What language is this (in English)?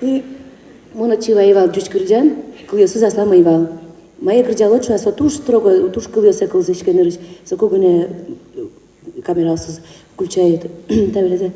Udmurt